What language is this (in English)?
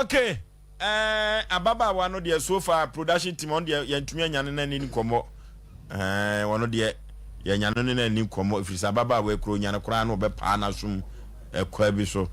Akan